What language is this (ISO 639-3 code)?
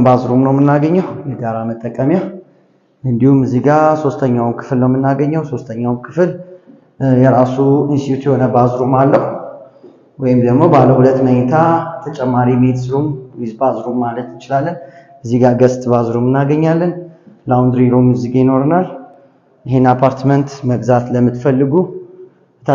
amh